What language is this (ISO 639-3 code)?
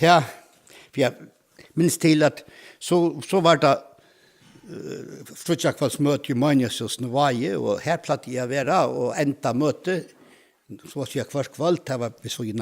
fao